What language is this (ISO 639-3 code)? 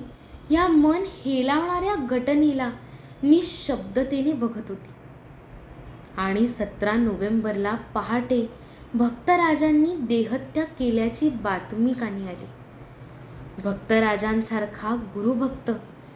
mar